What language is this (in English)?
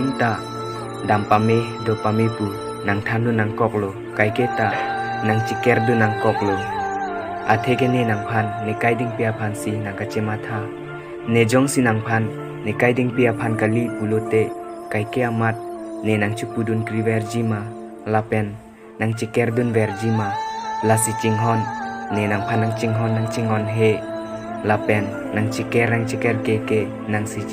Karbi